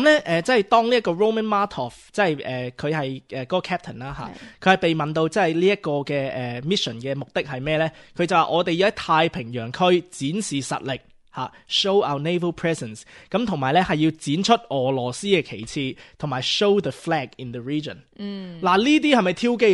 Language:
Cantonese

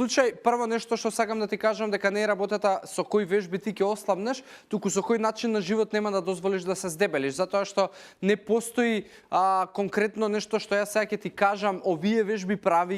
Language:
Macedonian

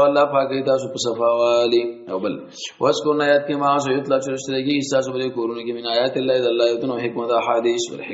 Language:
Pashto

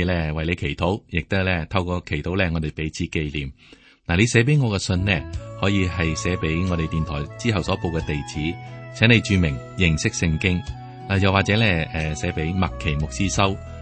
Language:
Cantonese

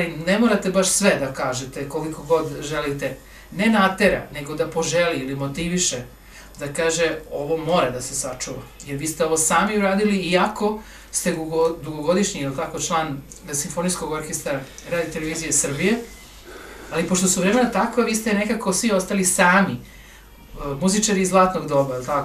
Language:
Serbian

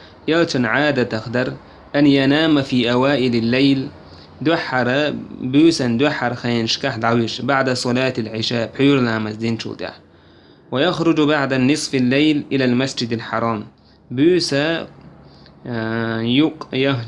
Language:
Chechen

